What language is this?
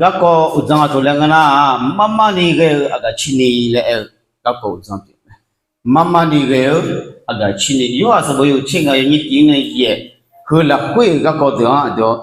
Akha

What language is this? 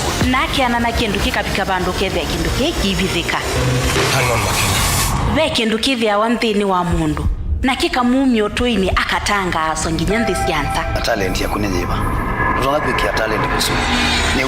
Kamba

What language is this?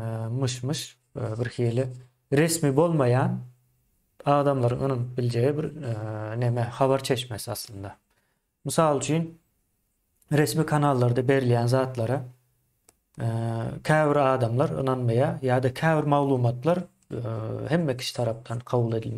Turkmen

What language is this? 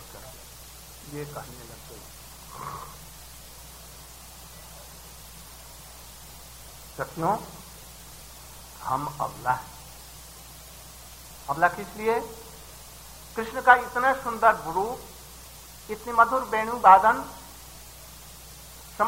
Hindi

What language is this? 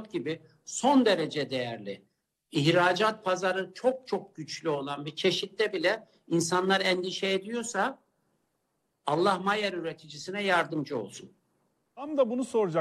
Turkish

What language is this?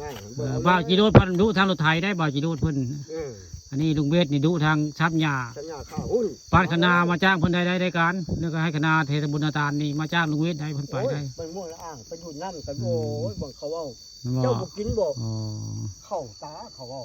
Northeastern Thai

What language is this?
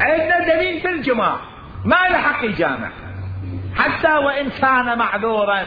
Mesopotamian Arabic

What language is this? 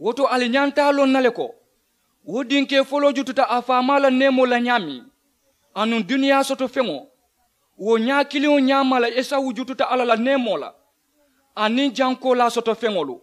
Mandingo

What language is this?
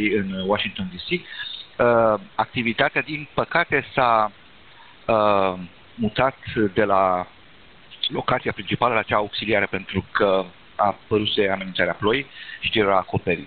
Romanian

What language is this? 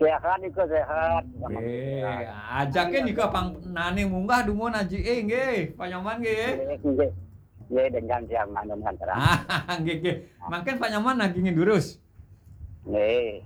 Balinese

